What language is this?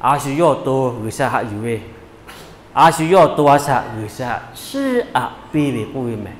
Lahu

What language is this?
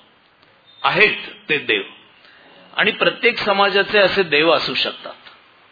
Marathi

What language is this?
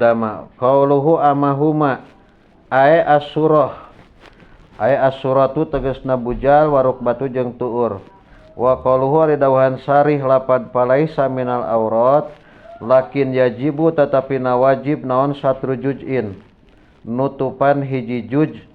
Sundanese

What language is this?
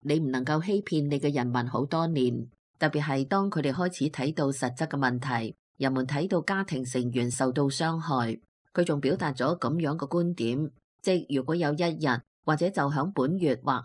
Cantonese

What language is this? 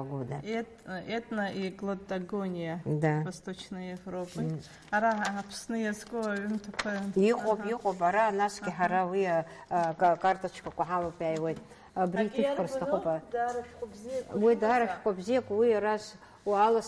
Abkhazian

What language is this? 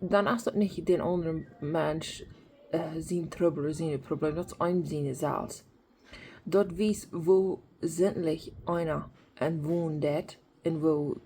Plautdietsch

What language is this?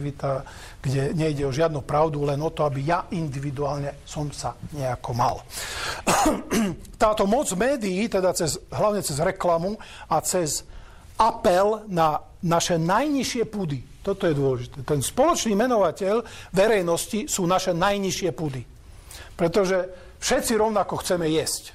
Slovak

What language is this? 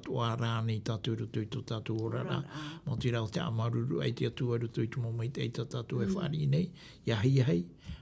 Tahitian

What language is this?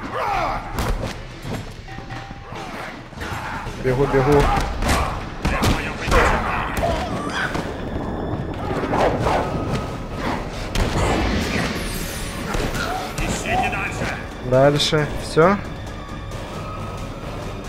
Russian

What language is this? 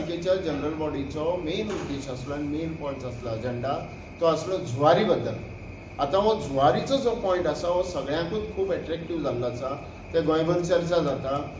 Konkani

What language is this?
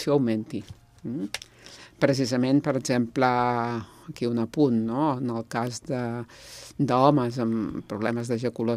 Catalan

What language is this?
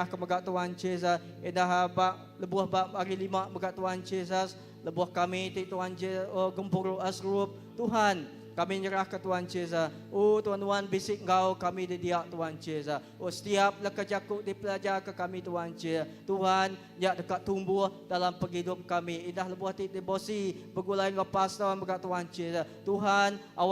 Iban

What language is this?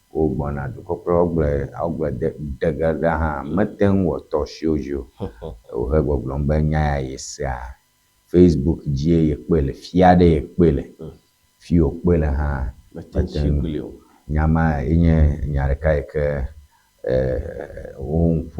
Ewe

